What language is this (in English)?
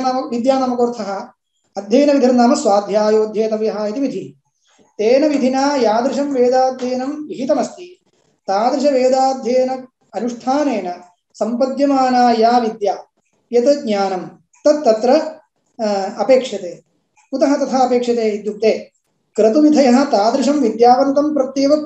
Sanskrit